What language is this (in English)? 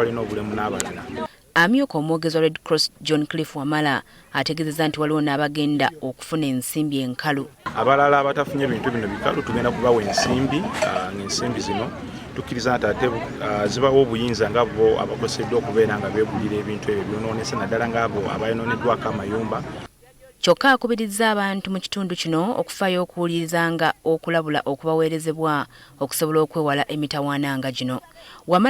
Ganda